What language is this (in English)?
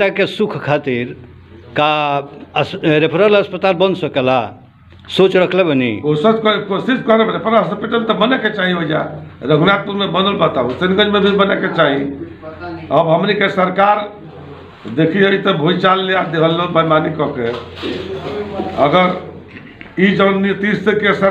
Bhojpuri